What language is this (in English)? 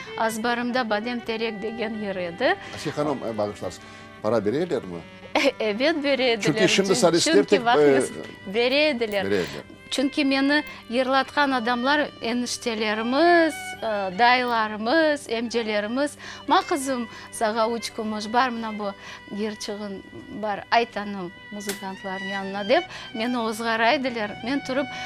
Crimean Tatar